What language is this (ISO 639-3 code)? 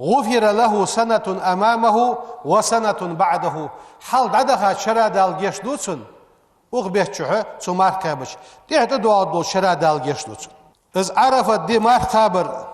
inh